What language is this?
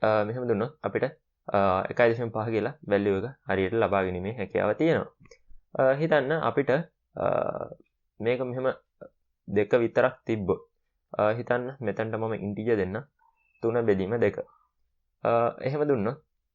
Sinhala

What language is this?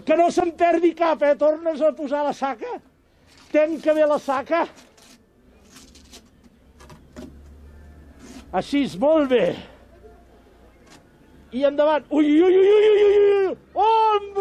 Catalan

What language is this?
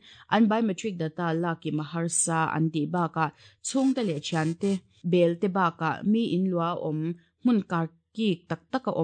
Mizo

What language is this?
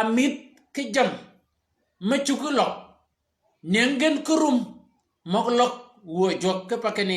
Shilluk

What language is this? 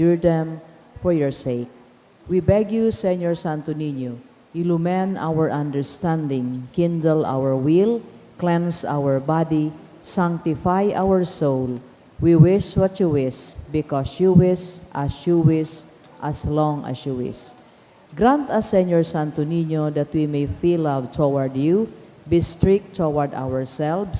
Bikol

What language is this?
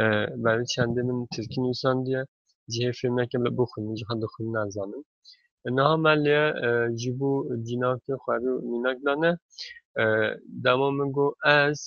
Kurdish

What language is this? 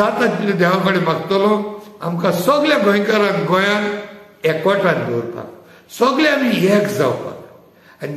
Konkani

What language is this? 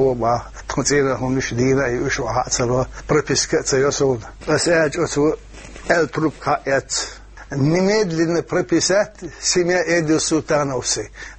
Chechen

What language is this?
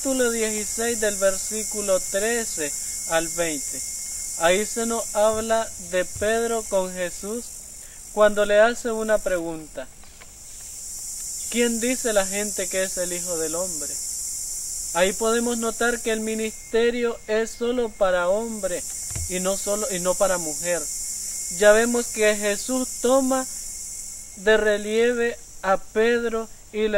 Spanish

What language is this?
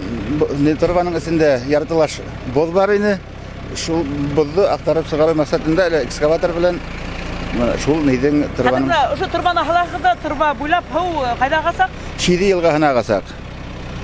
Bashkir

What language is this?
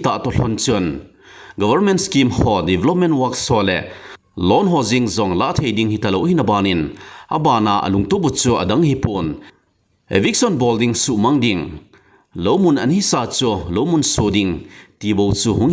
Thado Chin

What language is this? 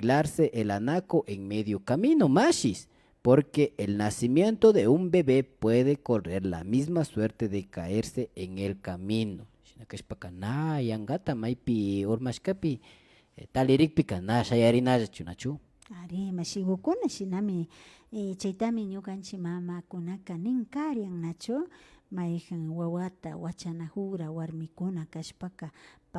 Imbabura Highland Quichua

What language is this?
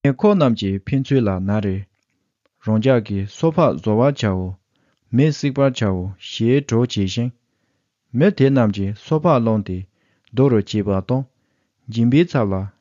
Latvian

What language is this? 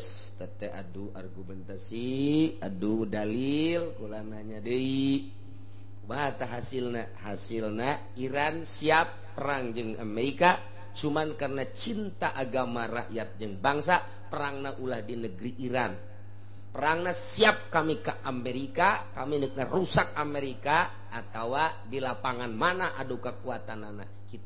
Sundanese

